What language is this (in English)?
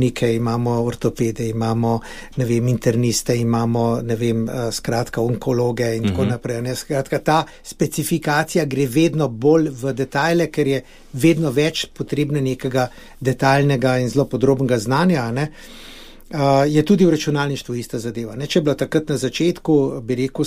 Slovenian